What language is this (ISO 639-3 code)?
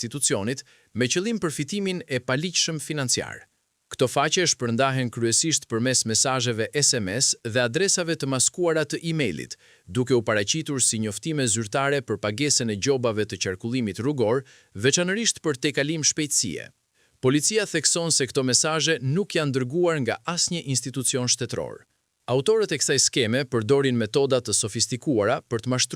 sqi